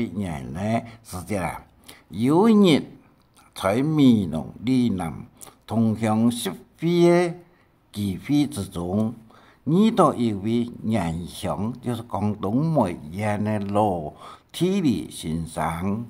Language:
Hakka Chinese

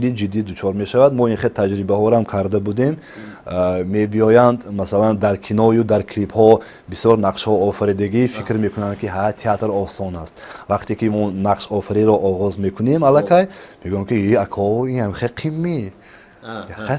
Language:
Tajik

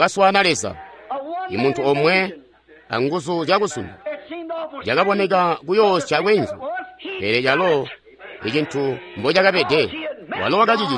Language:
Tonga (Zambia)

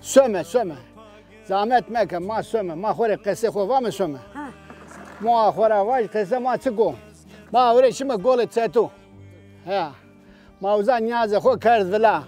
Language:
Zaza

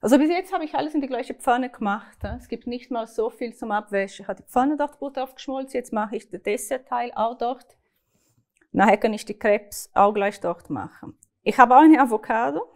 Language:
Swiss German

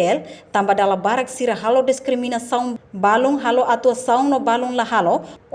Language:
Tetum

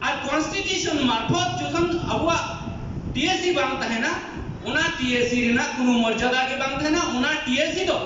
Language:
Santali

